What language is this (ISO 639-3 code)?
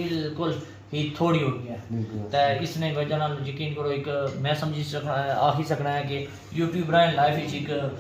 phr